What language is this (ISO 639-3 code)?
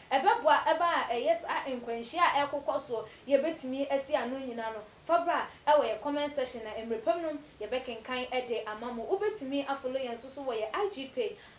aka